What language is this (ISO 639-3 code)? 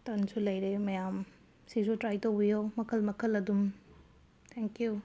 mni